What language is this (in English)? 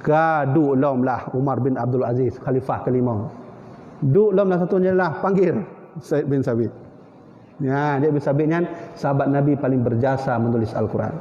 Achinese